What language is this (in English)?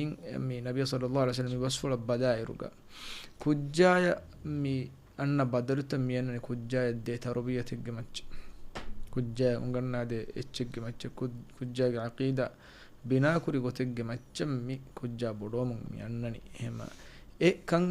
Divehi